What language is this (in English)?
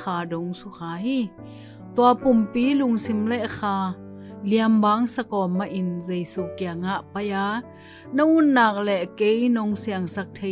Tedim Chin